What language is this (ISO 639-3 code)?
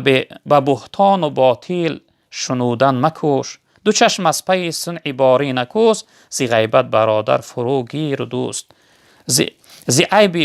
tgk